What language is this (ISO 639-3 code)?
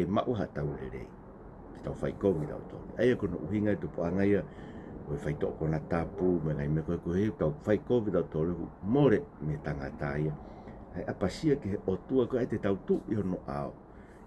ton